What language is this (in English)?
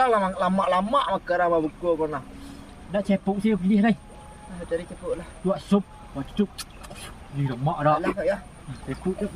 Minangkabau